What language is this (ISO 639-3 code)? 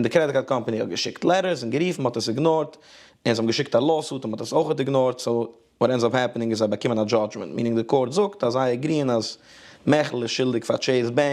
yid